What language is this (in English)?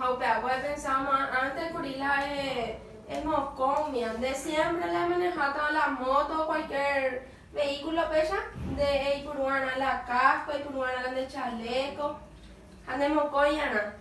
Guarani